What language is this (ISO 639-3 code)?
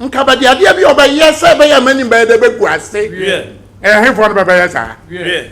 aka